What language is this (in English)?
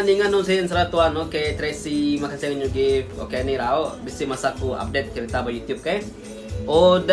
Iban